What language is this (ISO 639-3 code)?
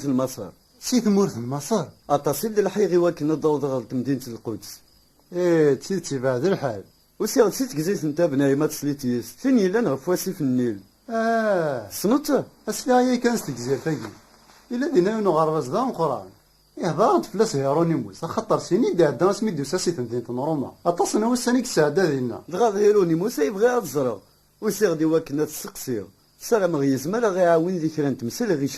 kab